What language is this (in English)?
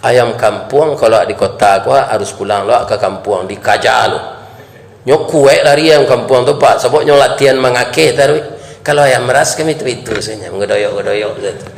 Minangkabau